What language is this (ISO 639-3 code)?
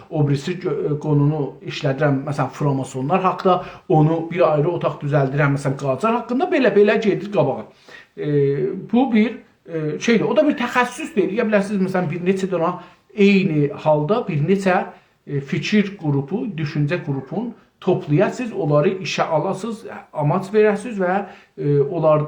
azb